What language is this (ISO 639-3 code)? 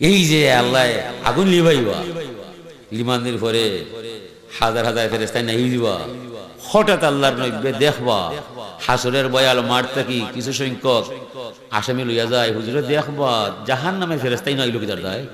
syl